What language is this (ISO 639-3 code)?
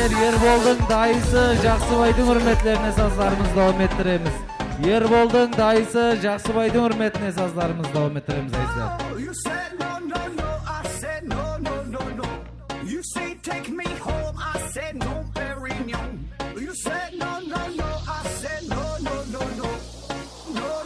kaa